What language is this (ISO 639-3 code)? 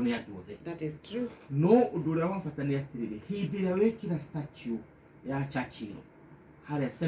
kik